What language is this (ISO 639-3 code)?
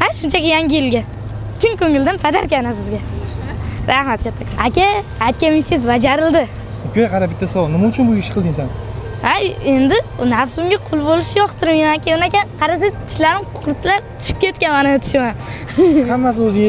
uzb